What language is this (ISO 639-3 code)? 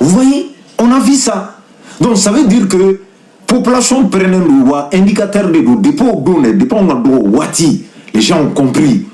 bam